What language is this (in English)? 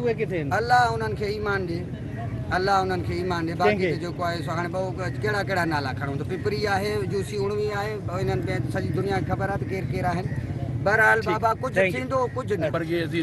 Sindhi